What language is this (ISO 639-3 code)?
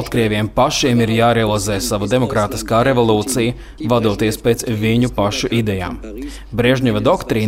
lav